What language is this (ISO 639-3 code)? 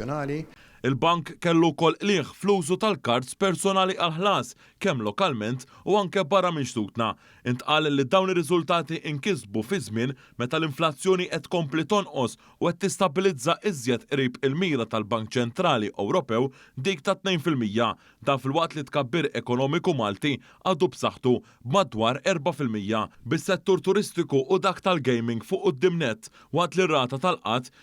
mlt